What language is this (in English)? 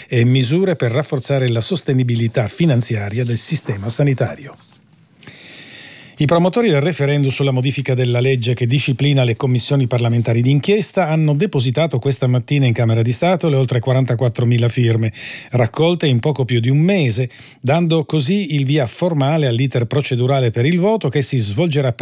Italian